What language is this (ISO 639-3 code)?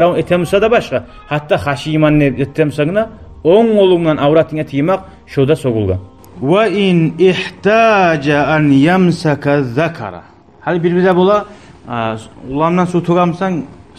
kum